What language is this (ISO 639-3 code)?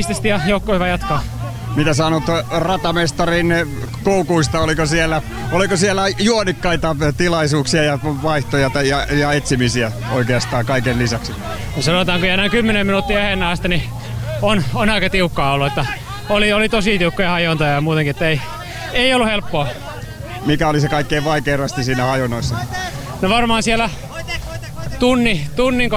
fin